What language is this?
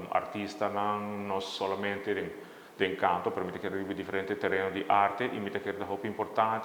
Papiamento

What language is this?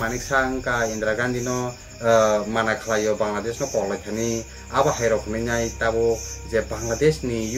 Kok Borok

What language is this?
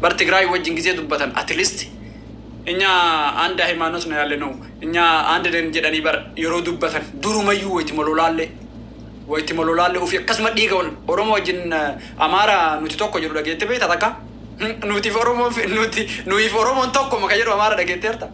Oromo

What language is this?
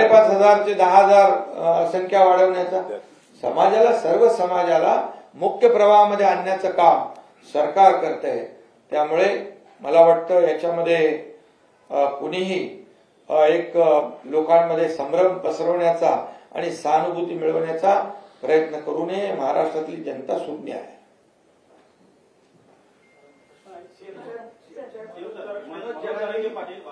Marathi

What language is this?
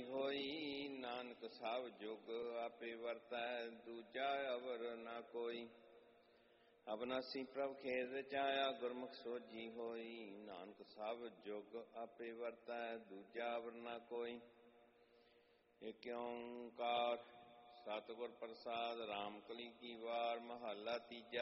Punjabi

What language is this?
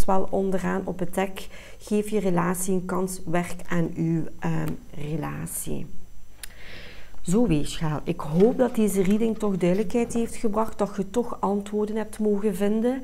Dutch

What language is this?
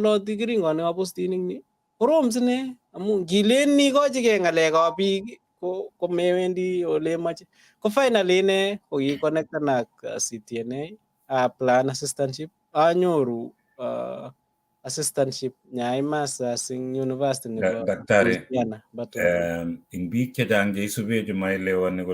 Kalenjin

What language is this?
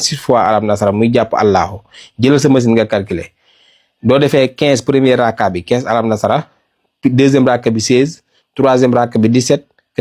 Wolof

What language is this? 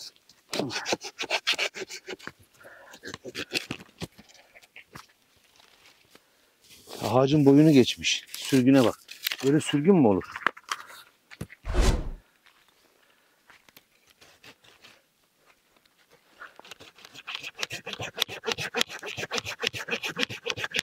Turkish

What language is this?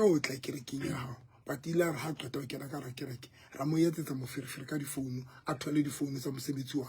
Southern Sotho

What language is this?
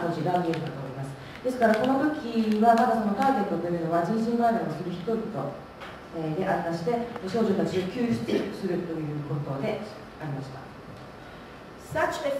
Japanese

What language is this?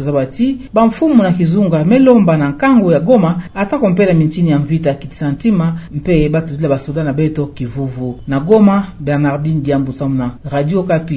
Kituba (Democratic Republic of Congo)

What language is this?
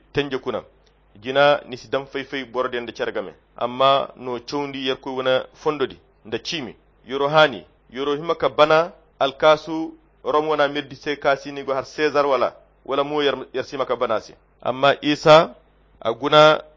Koyra Chiini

